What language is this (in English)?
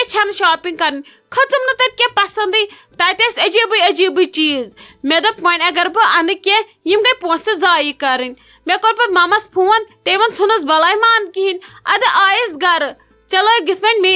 Kashmiri